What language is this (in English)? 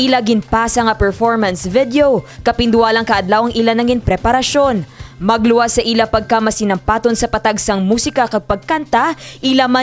Hiligaynon